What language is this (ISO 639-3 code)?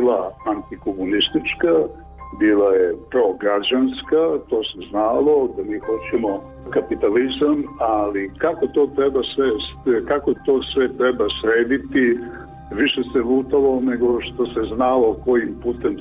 srp